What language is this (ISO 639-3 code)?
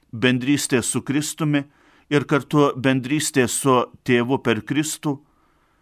lit